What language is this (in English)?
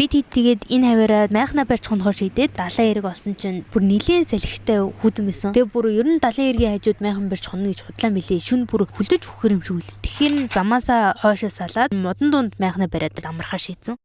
Mongolian